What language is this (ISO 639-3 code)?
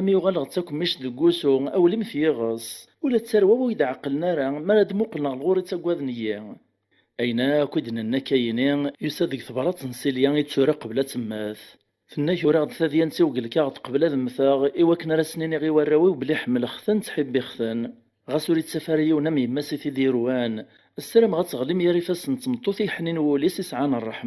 kab